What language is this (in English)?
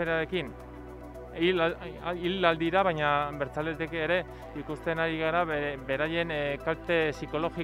Basque